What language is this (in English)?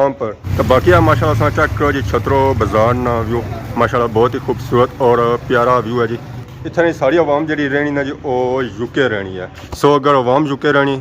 Pahari-Potwari